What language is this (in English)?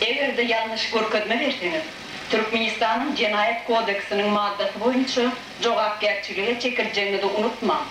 Turkmen